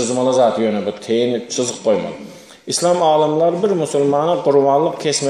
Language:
Turkmen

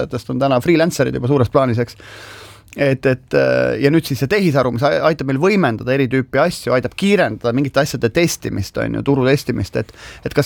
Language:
Estonian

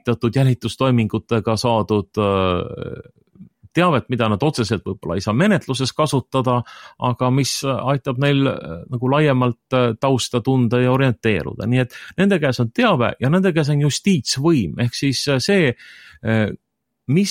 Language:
Estonian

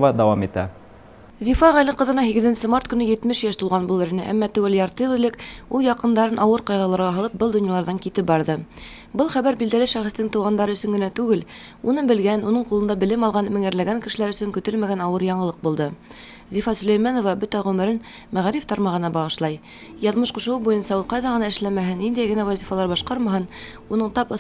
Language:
Bashkir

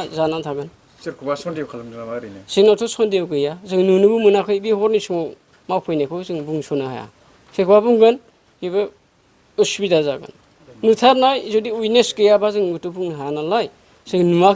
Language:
Bodo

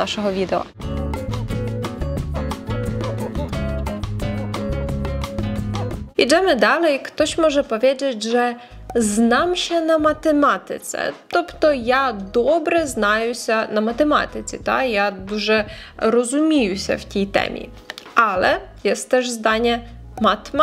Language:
Ukrainian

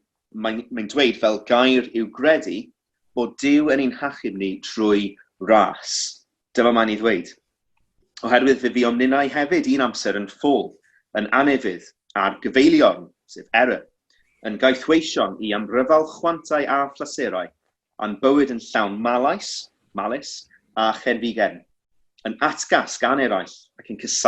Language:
Welsh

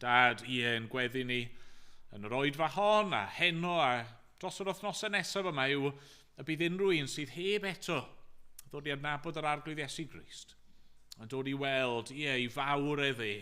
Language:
Welsh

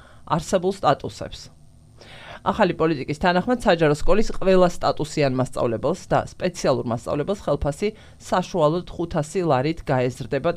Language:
Georgian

